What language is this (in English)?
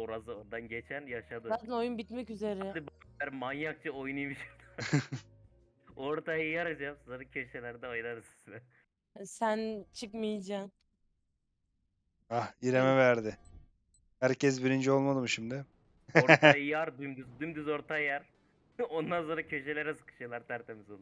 Turkish